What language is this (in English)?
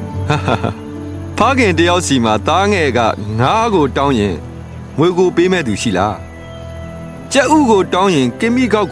Burmese